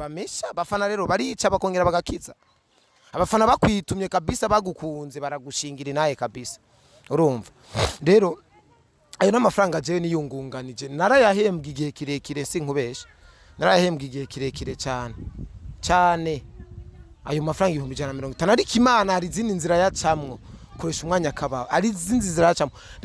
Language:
Rundi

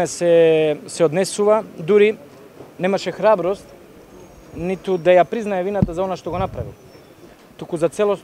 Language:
Macedonian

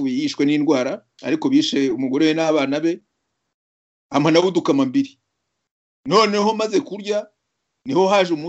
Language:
Kinyarwanda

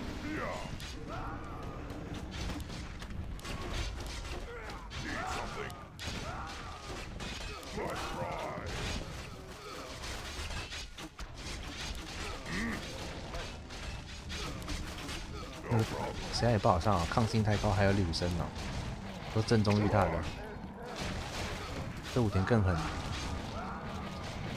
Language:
Chinese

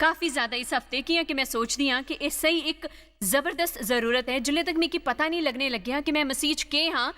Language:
Dogri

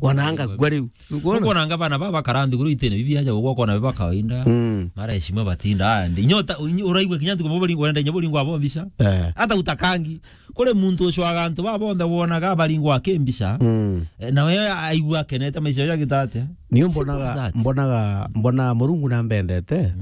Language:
Meru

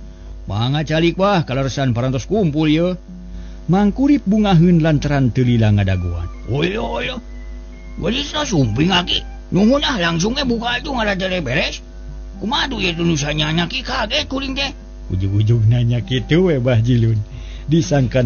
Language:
Sundanese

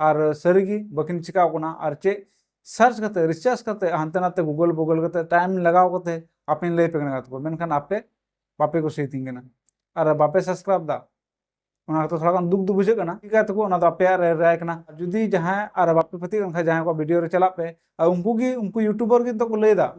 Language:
Santali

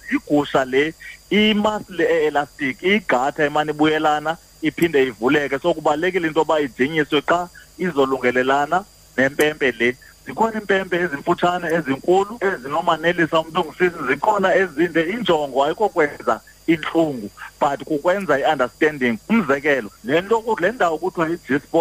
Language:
Xhosa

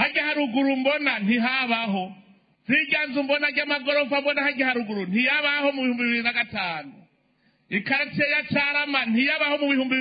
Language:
Rundi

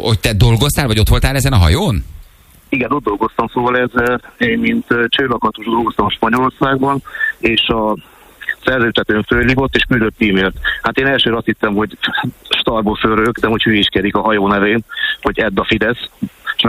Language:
Hungarian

